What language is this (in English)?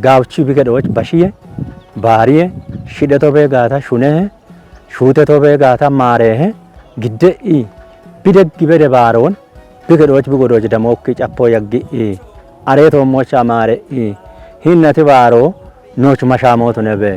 Kafa